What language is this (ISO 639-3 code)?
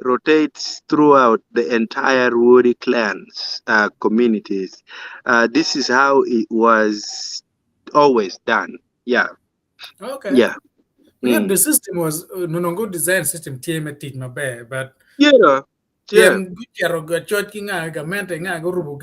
ach